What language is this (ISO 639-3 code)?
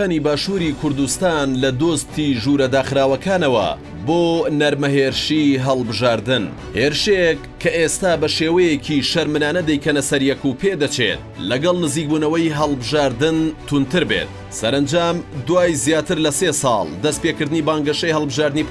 ckb